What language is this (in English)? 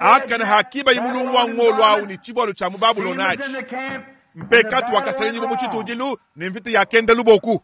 Luba-Lulua